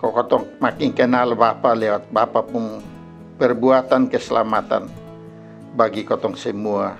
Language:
Kupang Malay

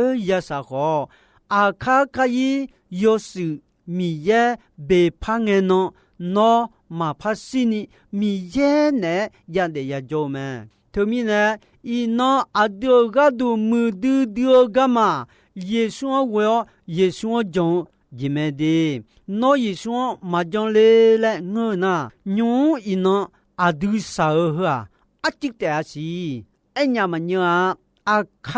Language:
Akha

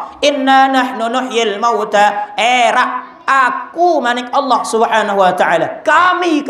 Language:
Sasak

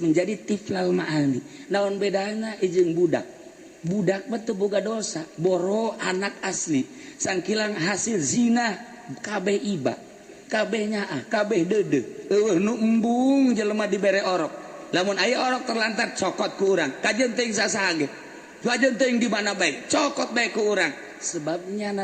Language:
Sundanese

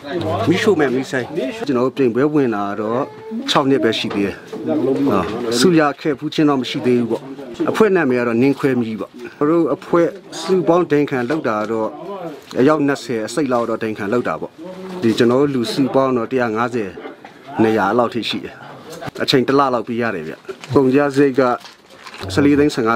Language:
Burmese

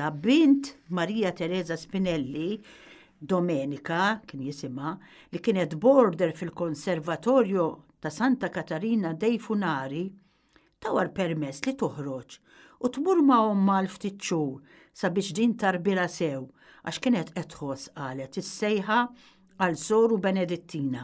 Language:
Maltese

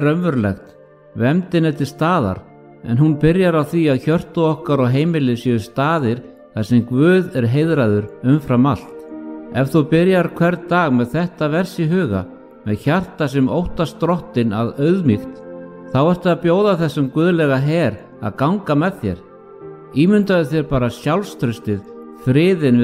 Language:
Icelandic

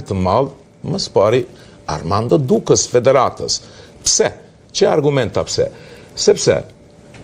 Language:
Albanian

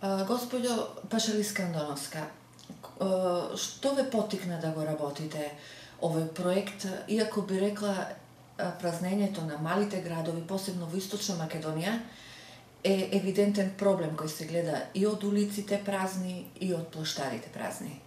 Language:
Macedonian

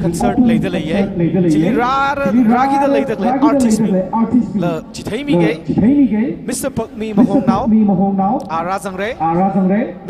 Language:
Tangkhul Naga (India)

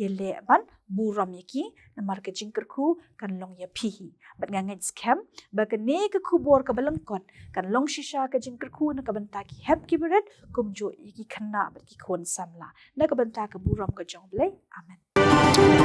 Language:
Khasi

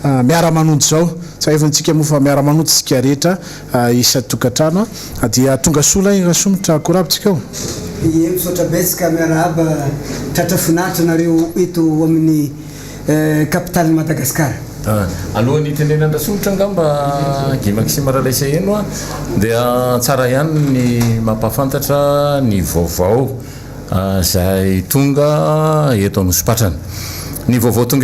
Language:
Malagasy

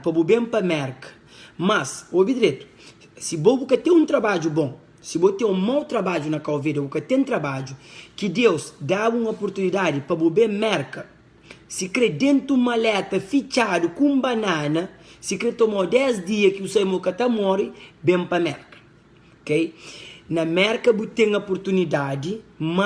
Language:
Kabuverdianu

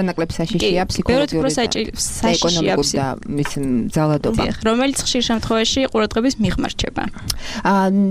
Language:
Georgian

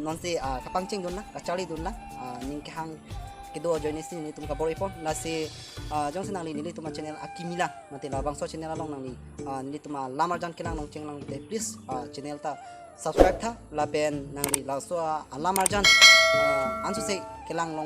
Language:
Karbi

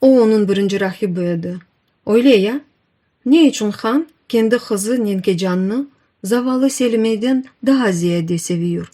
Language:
Crimean Tatar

